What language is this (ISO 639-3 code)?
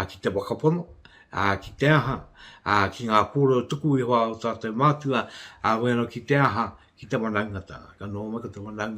mri